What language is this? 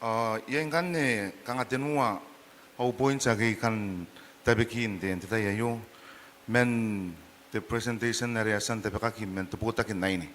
Gilbertese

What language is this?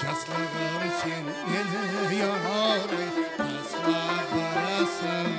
Kara-Kalpak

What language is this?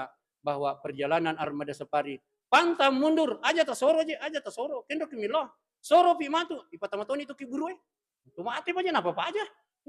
Buginese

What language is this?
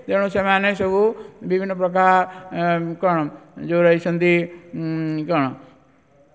Odia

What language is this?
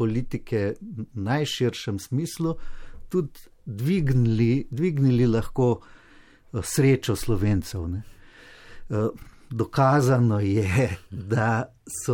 Slovenian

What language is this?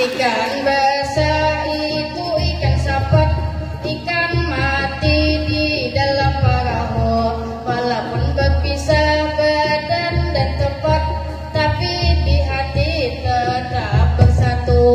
Banjar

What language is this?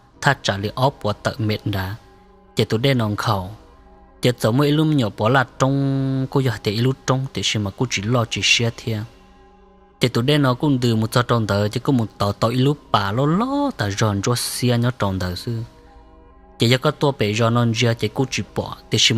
Hmong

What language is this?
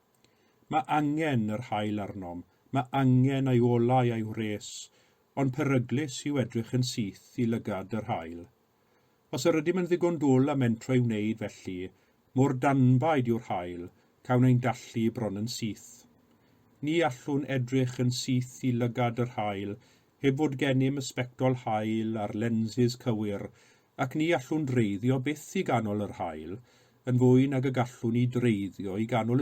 Welsh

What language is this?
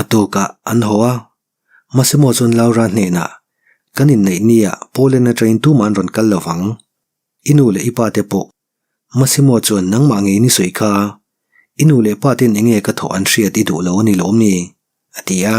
Mizo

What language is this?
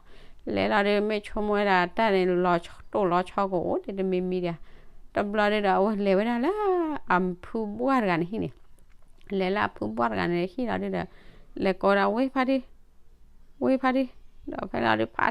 S'gaw Karen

